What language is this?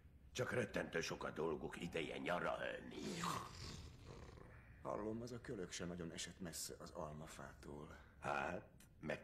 Hungarian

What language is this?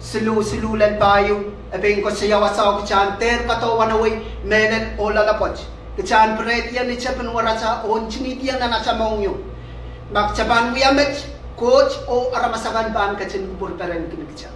Pohnpeian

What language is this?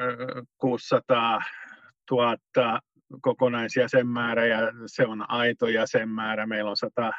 Finnish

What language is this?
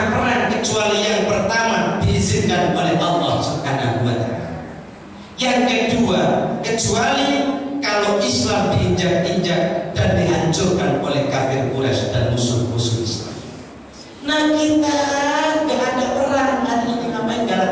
Indonesian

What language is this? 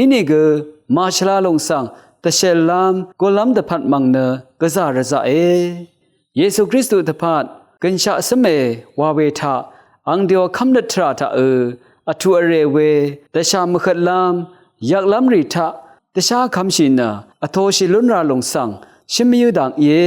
Rawang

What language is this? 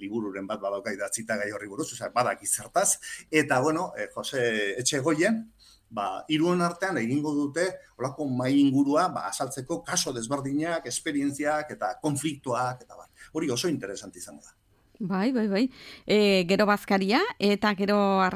Basque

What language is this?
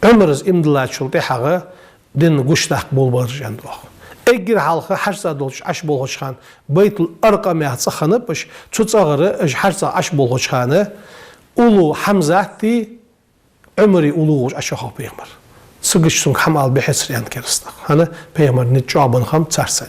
Ingush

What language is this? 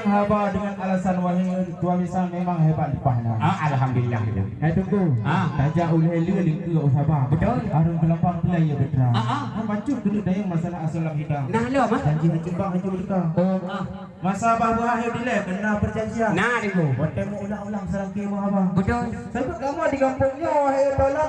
Achinese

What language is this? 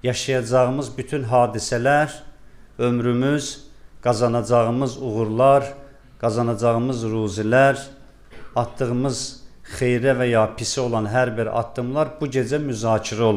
Azerbaijani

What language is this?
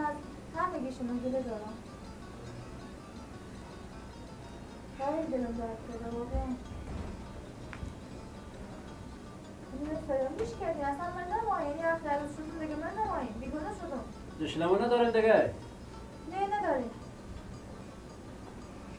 Persian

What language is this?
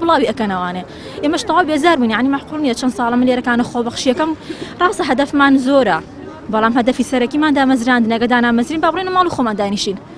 Central Kurdish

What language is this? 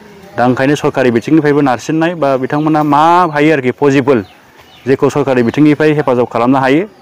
Bodo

